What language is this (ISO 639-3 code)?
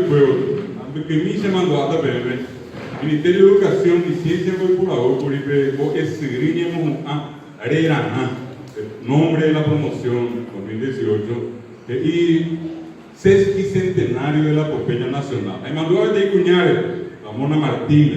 grn